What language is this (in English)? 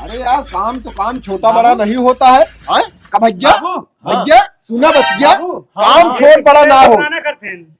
Awadhi